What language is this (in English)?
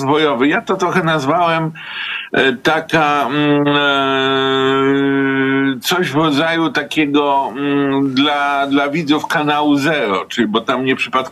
Polish